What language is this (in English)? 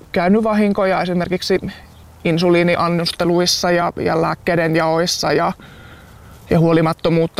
Finnish